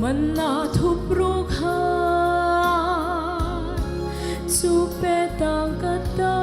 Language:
Hmar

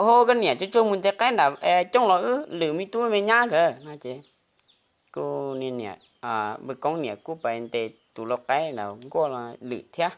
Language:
Hmong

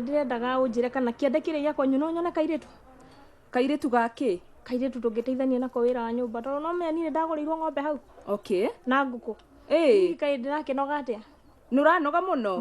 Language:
Kikuyu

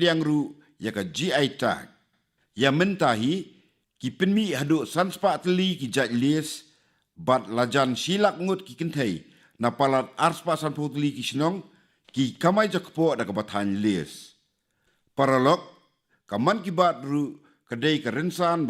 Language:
Khasi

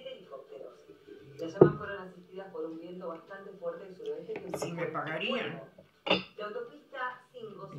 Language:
Spanish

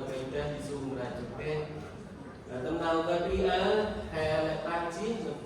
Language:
Central Mnong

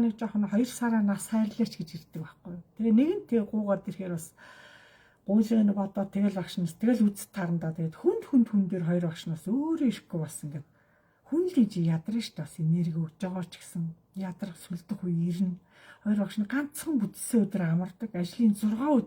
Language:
Mongolian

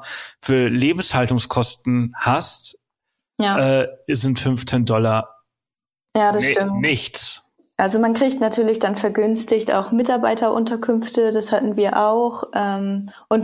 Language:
German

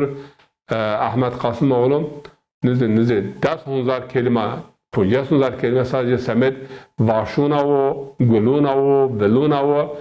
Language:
Zaza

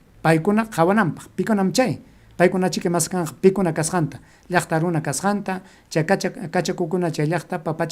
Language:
Ayacucho Quechua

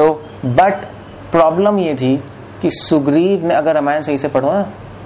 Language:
Hindi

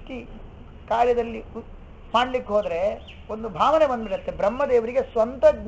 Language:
Kannada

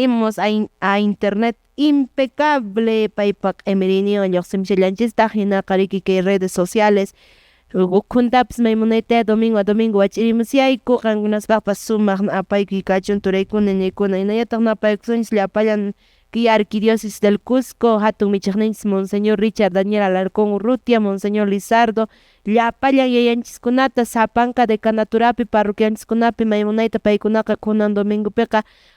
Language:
Quechua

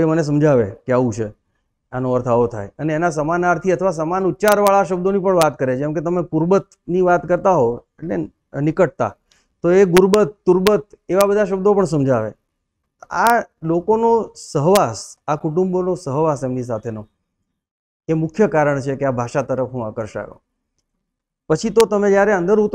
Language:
Gujarati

